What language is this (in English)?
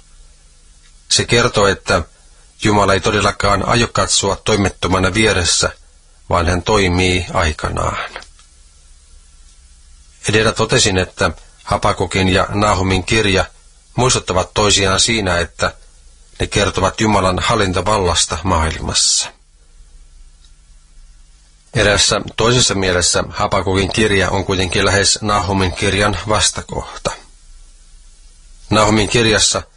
Finnish